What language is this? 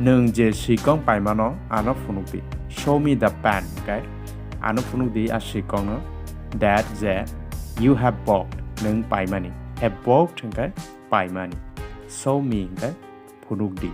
Kok Borok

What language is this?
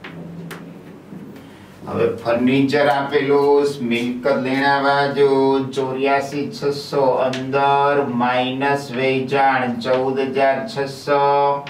Gujarati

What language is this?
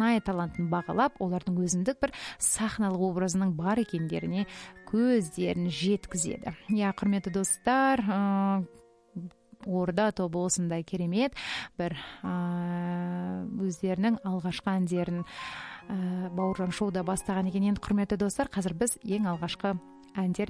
Kazakh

